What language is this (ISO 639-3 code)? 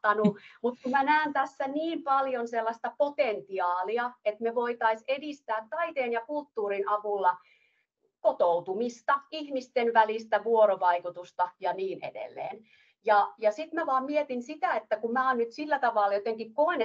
fin